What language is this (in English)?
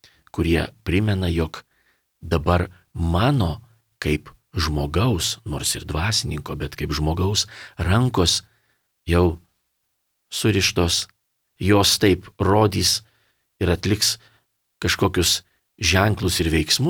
Lithuanian